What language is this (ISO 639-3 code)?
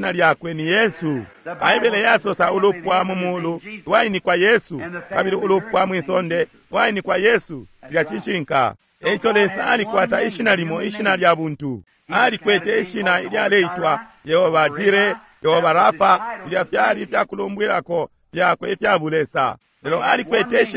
bem